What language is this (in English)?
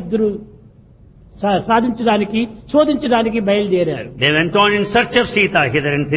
Telugu